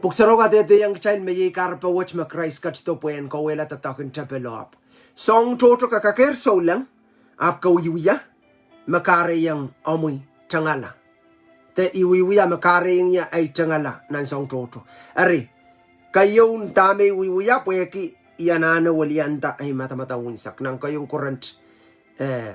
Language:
Pohnpeian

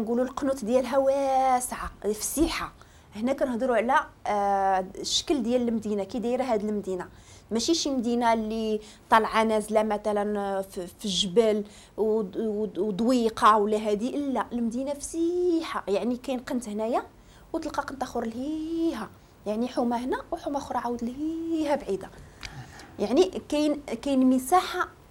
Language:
Moroccan Arabic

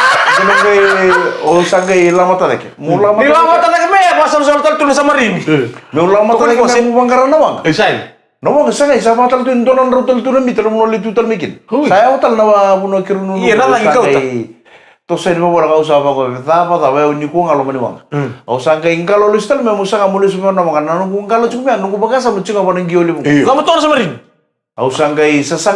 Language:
Fijian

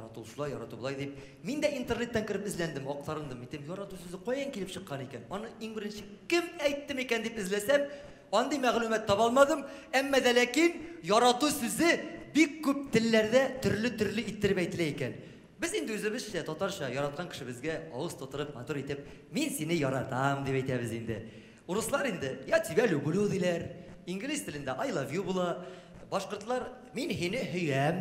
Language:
Tatar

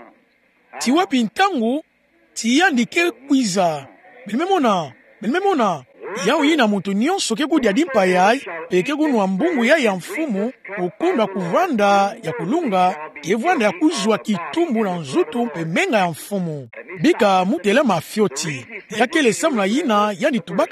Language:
Kituba (Democratic Republic of Congo)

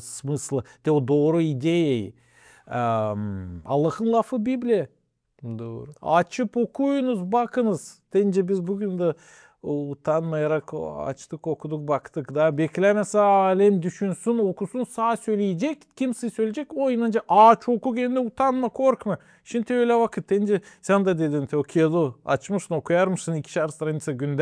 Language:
Gagauz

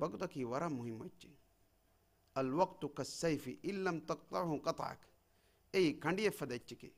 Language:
Divehi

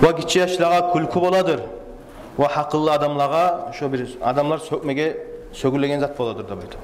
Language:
Kumyk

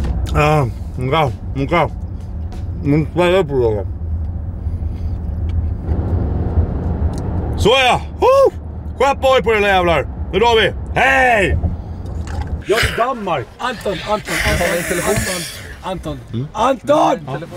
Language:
Swedish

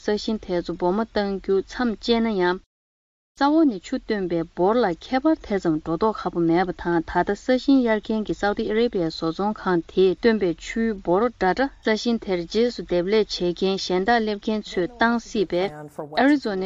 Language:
Tibetan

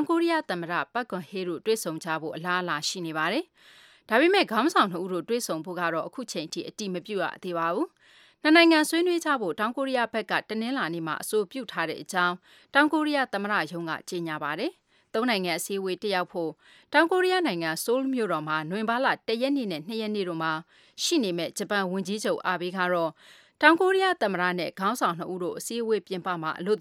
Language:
Burmese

